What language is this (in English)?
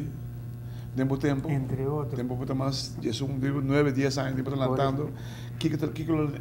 Papiamento